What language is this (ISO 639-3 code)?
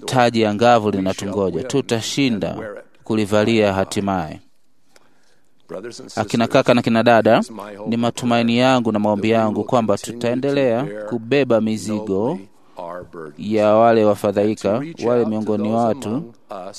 swa